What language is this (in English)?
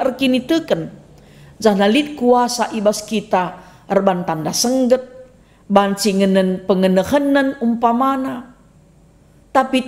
Batak Karo